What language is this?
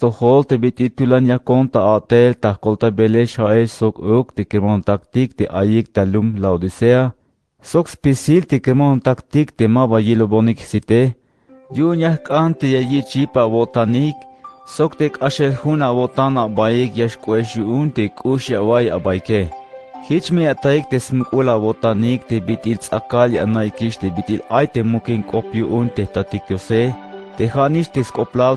Tzeltal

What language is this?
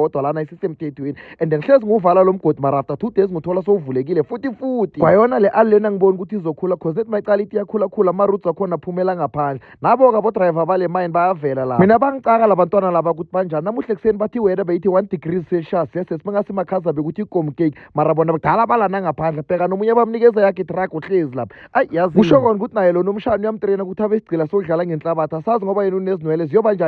Zulu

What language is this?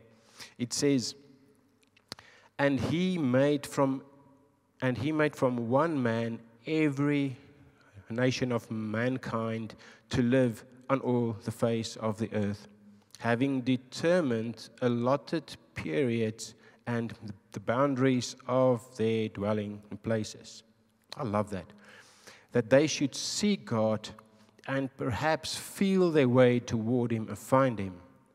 English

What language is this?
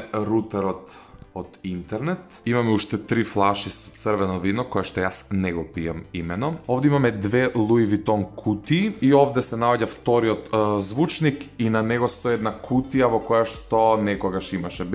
Macedonian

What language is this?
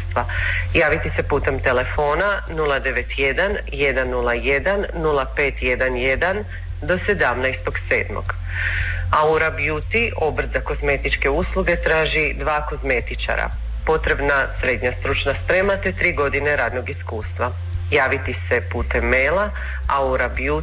Croatian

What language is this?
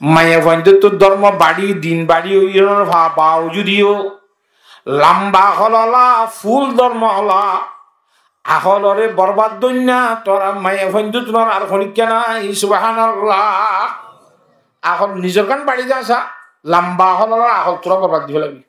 Rohingya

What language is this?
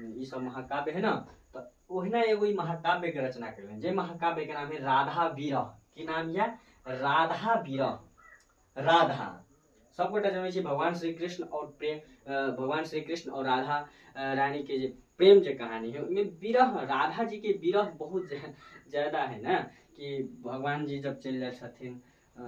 Maithili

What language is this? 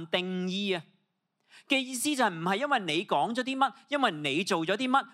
Cantonese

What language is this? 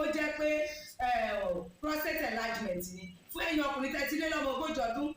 Yoruba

